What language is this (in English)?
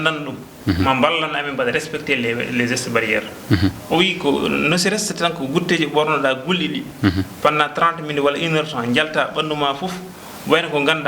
Fula